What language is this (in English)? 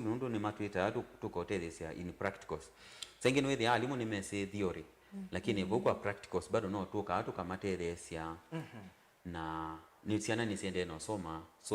Kamba